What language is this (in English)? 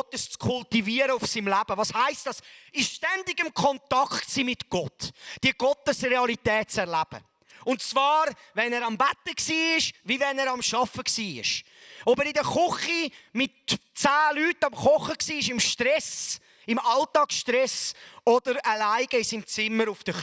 Swiss German